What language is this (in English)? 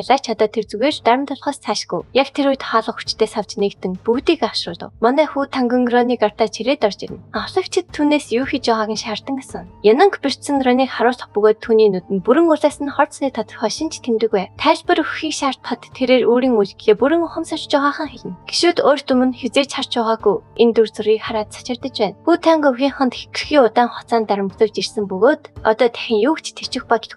Mongolian